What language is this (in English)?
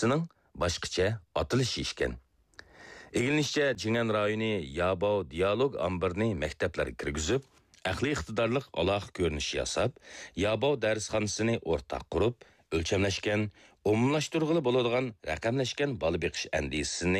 Uyghur